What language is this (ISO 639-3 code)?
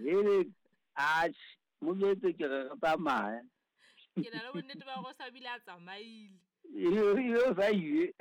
sot